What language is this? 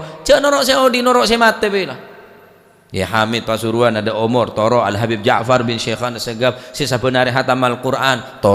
Madurese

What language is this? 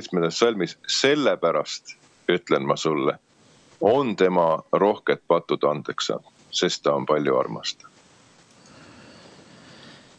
Estonian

